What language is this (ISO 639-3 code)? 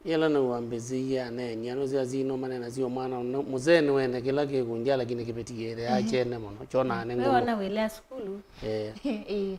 kam